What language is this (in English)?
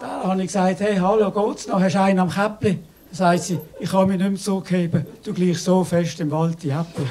Swiss German